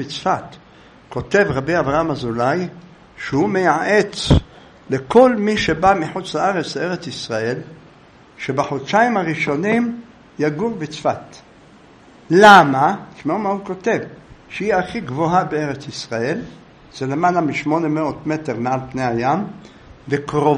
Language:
Hebrew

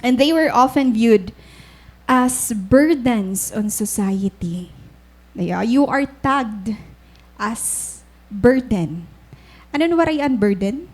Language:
Waray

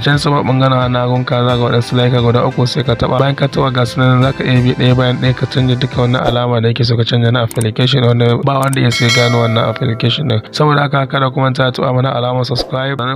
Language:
Hausa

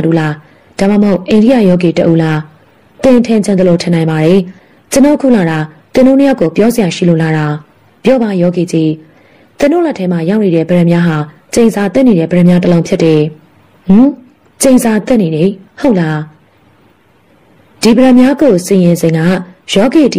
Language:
Burmese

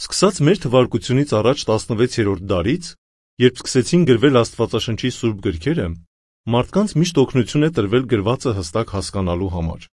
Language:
Armenian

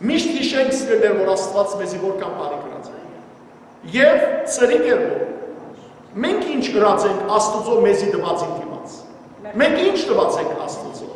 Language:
Western Armenian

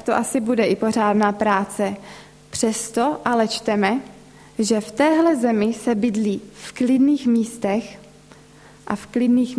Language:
Czech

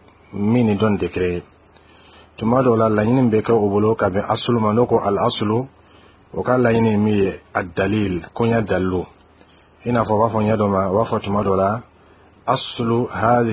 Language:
Bambara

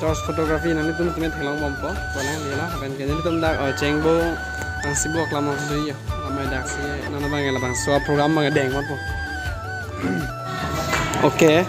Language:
Karbi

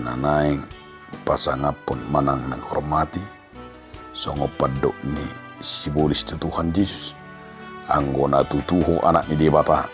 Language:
Batak Toba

